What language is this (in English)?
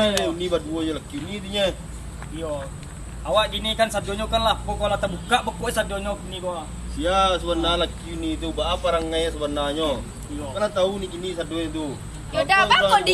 Minangkabau